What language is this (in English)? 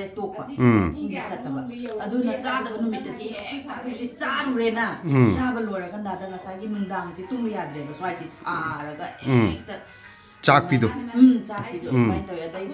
Manipuri